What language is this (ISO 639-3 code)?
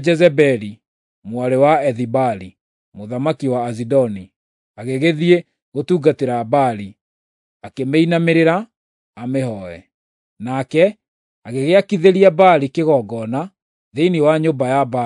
kik